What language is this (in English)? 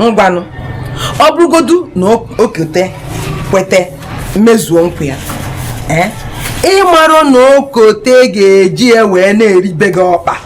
Igbo